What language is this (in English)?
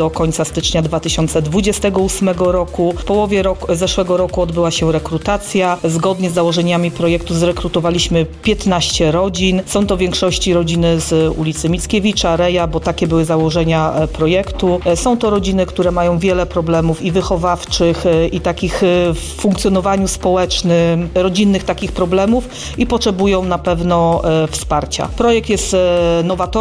Polish